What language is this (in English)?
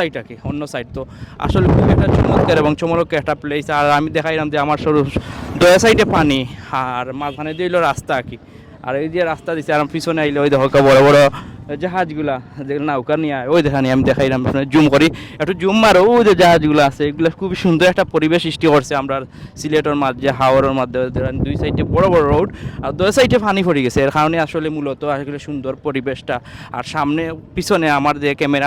Sylheti